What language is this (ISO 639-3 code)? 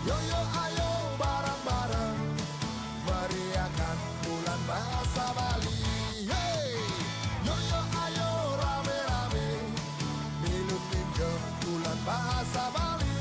ban